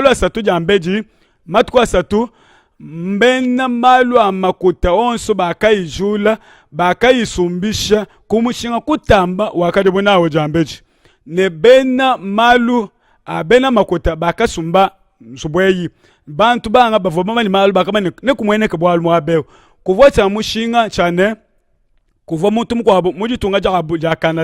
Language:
Luba-Lulua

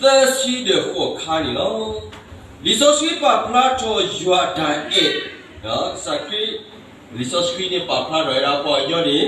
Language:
S'gaw Karen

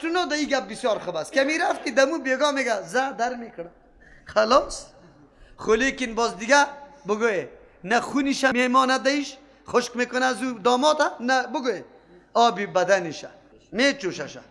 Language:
Persian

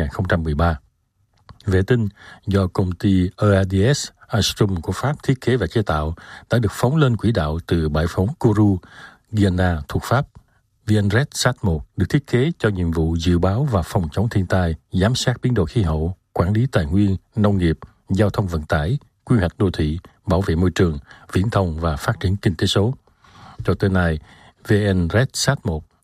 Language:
Vietnamese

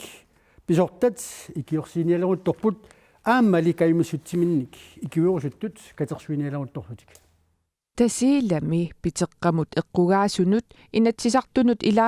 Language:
Kalaallisut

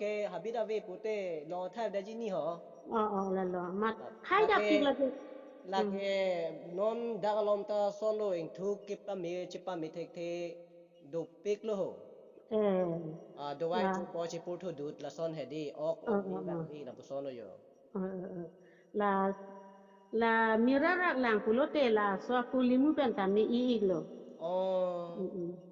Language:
Karbi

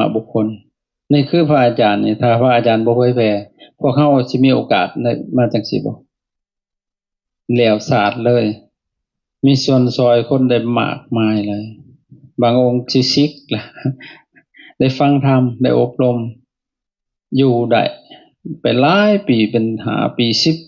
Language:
Lao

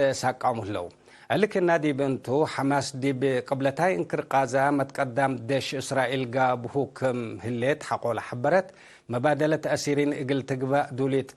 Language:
Tigre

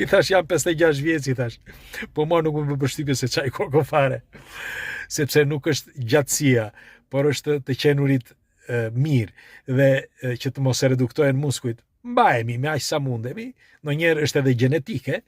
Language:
Albanian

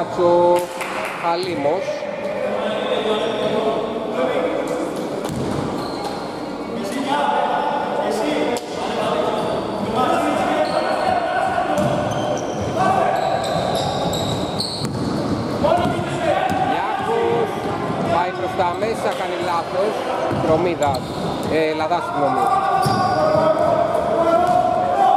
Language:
Greek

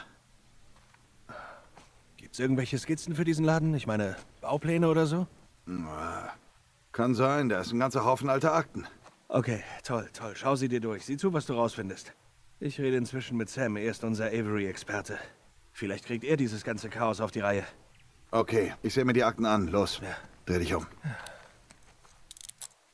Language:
German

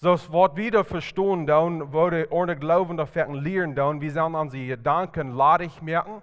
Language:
Plautdietsch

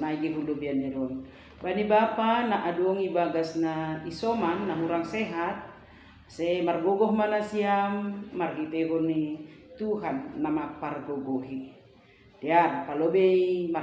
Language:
Batak Simalungun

